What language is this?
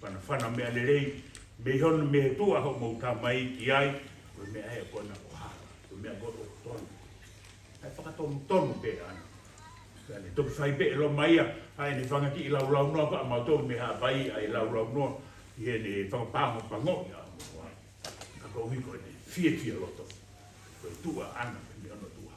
Tongan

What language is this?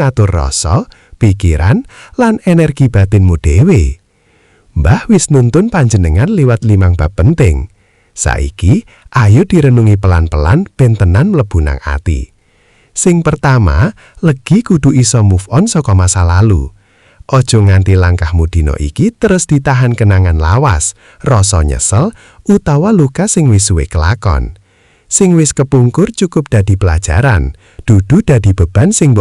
Javanese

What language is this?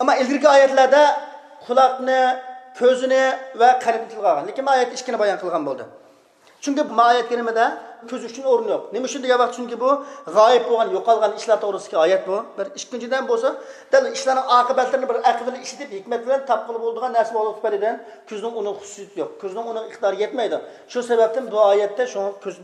Uyghur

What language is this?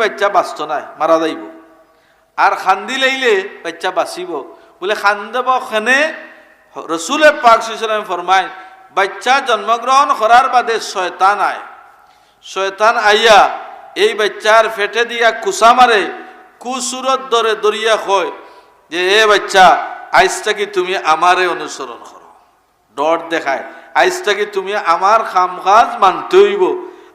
Sylheti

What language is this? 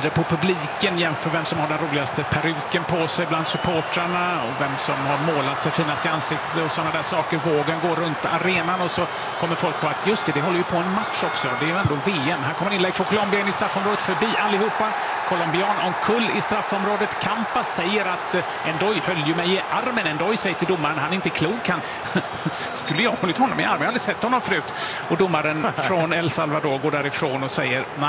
Swedish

